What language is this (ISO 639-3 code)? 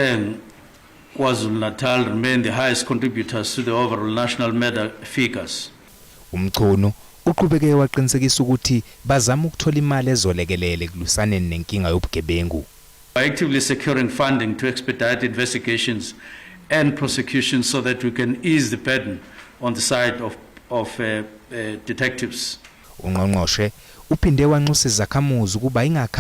zul